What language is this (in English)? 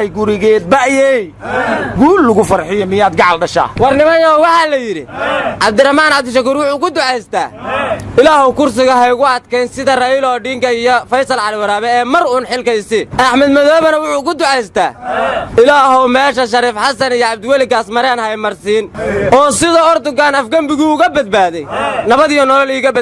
Somali